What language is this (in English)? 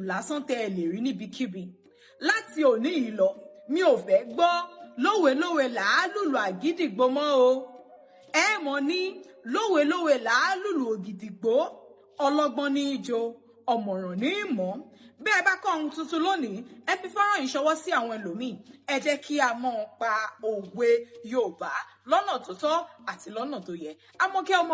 Yoruba